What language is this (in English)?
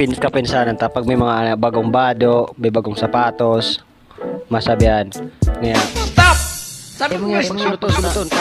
Bikol